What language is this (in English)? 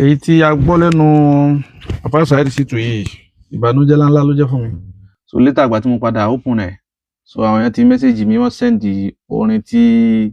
Yoruba